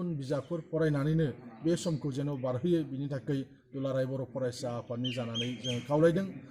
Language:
Bodo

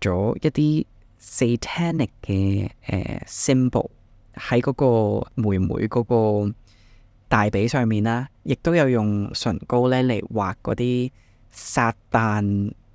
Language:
Cantonese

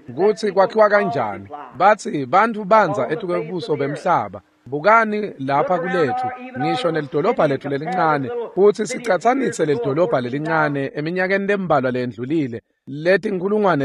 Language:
Swati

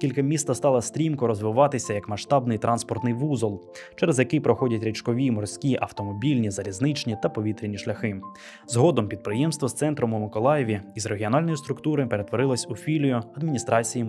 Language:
Ukrainian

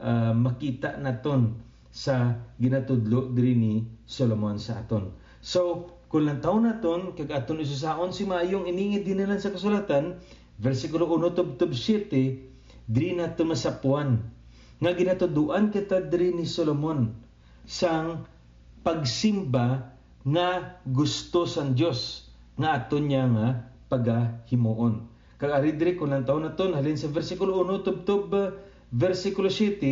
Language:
Hiligaynon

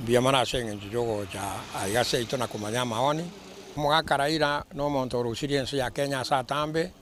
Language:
Gusii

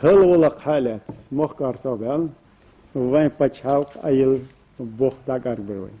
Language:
Chechen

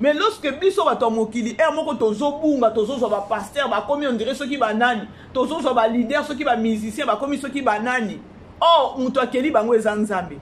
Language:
Lingala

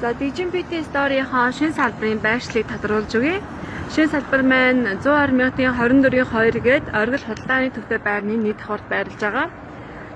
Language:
Mongolian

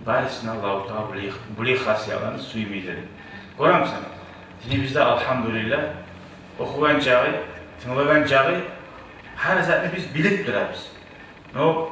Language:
Kumyk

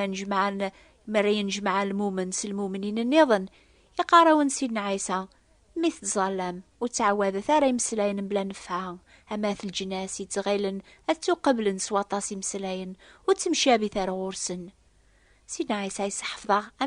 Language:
Kabyle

